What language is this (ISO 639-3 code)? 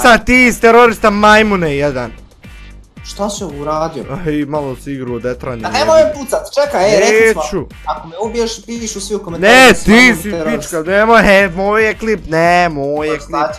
bos